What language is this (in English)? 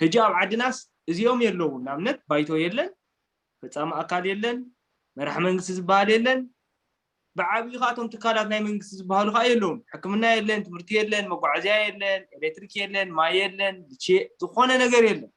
Tigrinya